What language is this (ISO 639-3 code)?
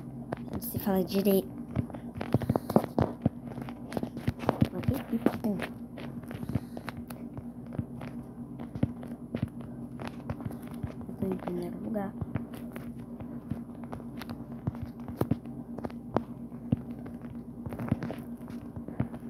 por